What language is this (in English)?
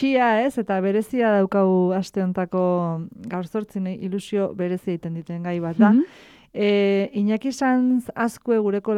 Basque